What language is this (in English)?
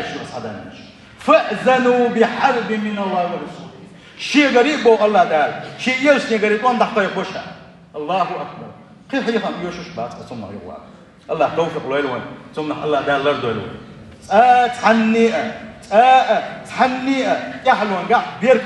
Chechen